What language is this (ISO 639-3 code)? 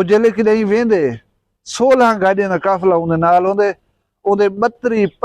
skr